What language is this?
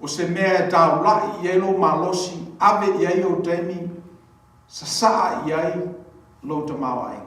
Samoan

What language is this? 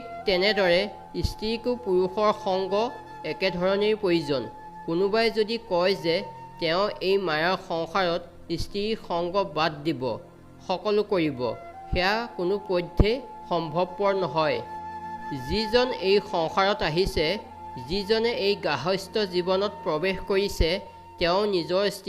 Assamese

